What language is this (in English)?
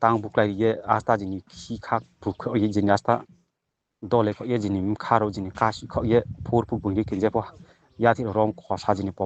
Riang (India)